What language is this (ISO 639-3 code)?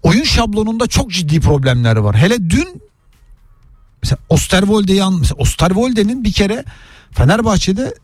tur